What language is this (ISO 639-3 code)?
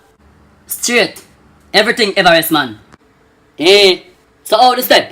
jam